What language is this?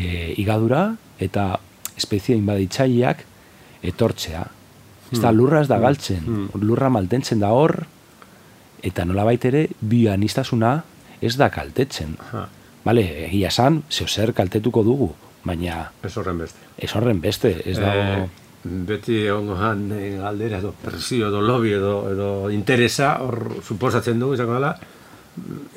Basque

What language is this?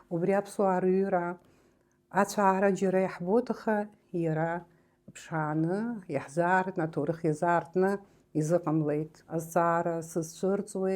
Abkhazian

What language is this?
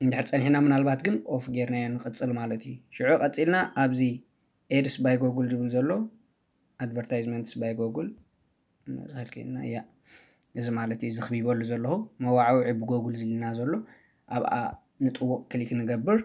Tigrinya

